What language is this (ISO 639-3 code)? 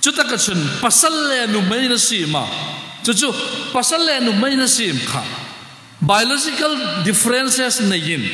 hmr